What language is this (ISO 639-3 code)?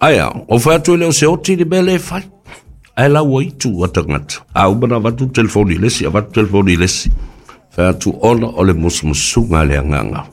smo